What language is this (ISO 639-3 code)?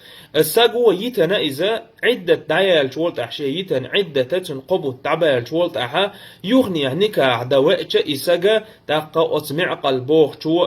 che